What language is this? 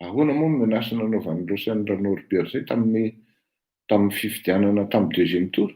Malagasy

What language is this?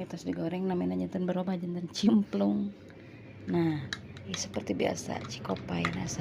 Sundanese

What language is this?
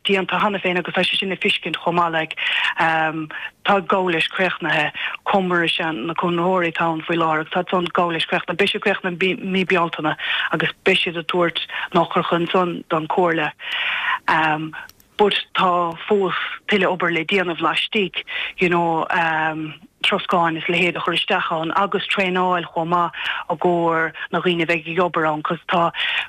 Irish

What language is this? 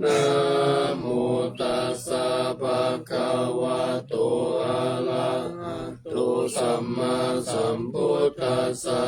Pali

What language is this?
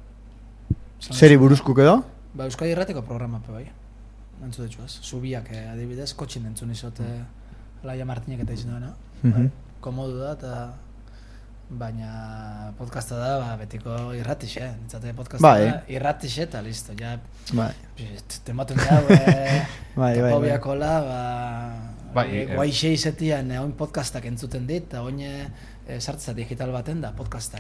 Basque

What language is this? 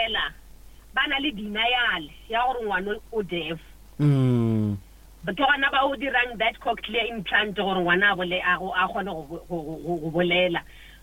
Northern Sotho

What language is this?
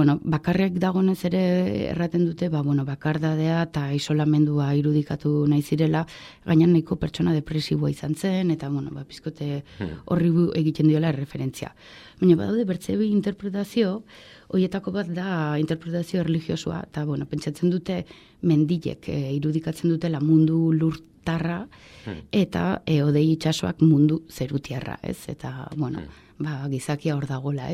Basque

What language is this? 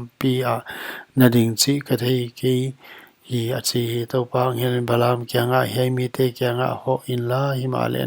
Paite Chin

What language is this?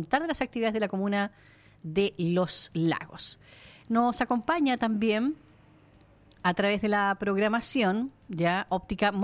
Spanish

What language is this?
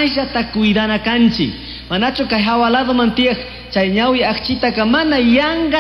Chimborazo Highland Quichua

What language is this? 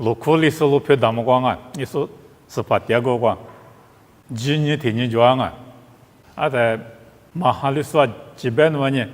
Lisu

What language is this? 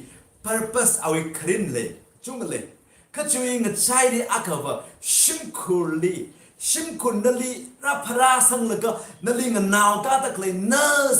Tangkhul Naga (India)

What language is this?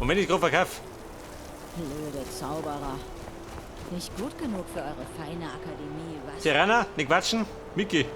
Bavarian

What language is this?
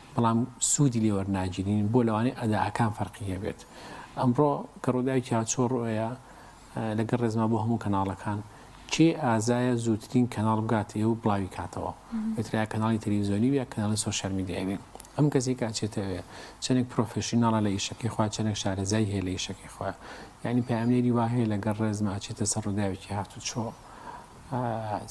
Central Kurdish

